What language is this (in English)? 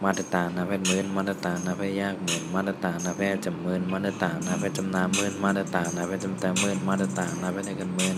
Shan